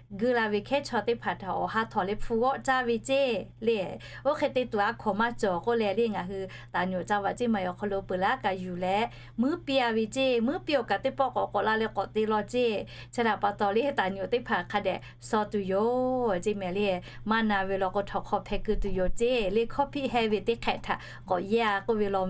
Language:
Lahu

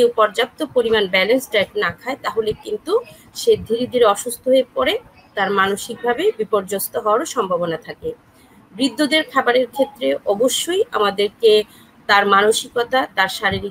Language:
Bangla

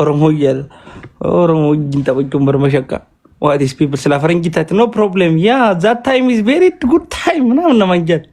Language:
Oromo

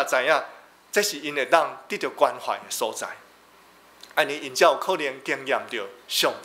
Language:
Min Nan Chinese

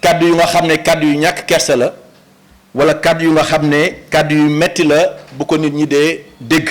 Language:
Wolof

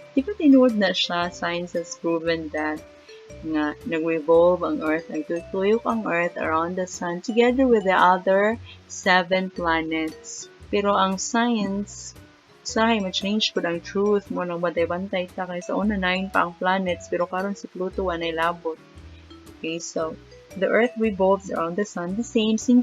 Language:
Cebuano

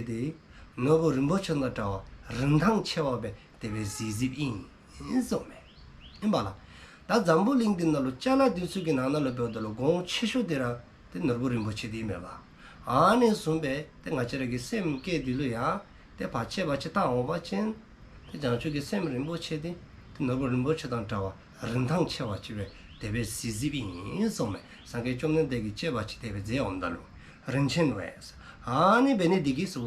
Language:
Dzongkha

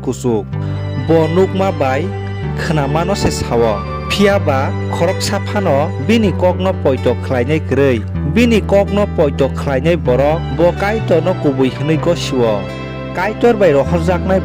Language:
Kok Borok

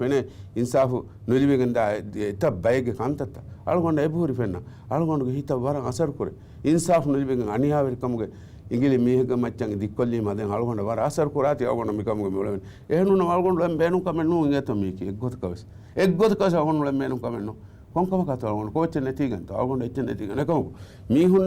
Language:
Divehi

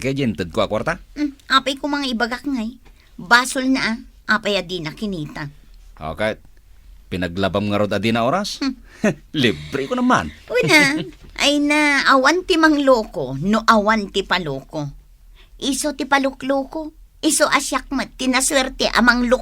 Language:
Iloko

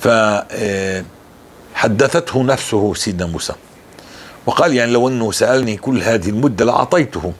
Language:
North Levantine Arabic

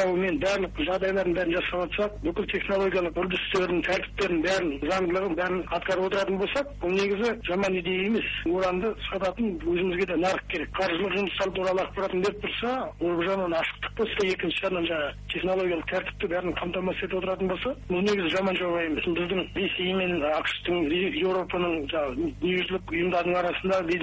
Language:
Kazakh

